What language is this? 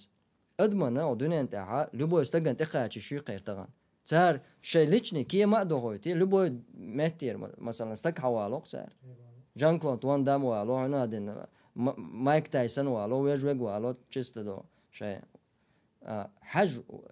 Chechen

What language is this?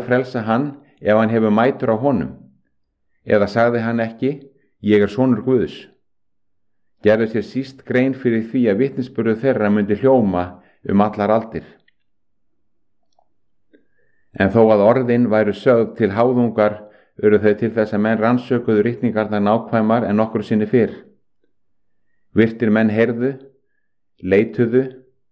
Icelandic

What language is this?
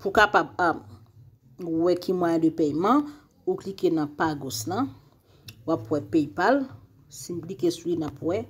Haitian Creole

